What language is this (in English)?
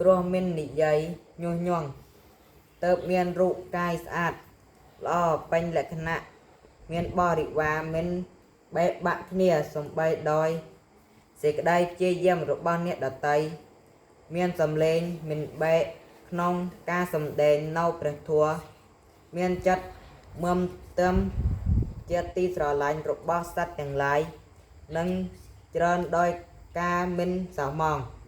Khmer